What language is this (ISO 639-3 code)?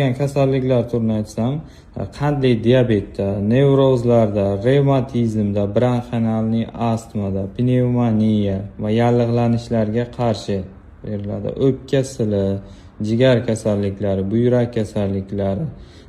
uzb